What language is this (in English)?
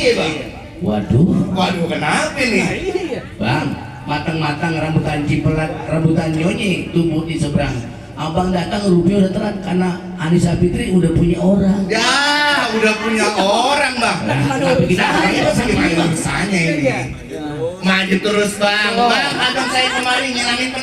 Betawi